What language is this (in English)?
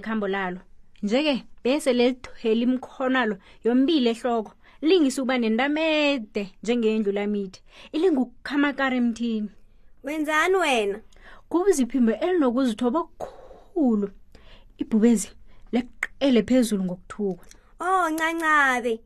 South Ndebele